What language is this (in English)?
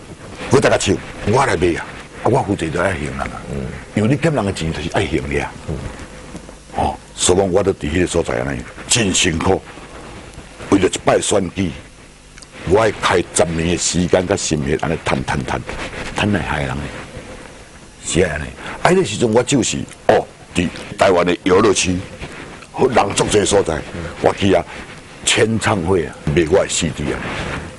Min Nan Chinese